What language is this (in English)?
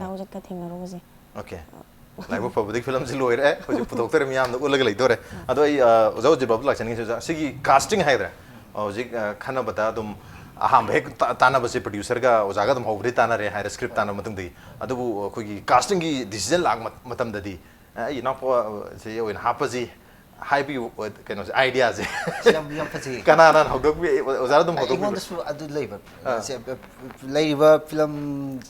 Manipuri